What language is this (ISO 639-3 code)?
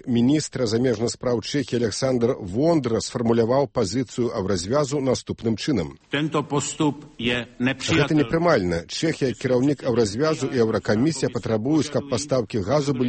bel